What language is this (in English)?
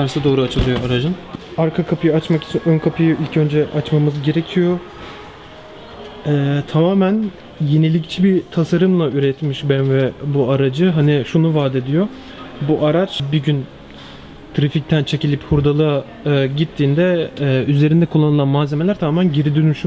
Turkish